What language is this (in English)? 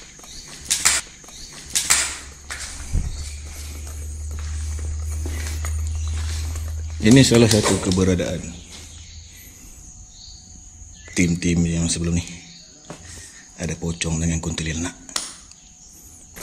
Malay